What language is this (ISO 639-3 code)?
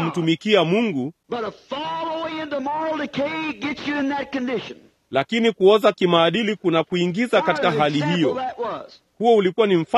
swa